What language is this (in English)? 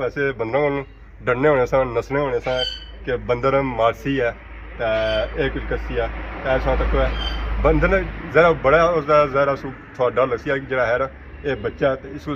Pahari-Potwari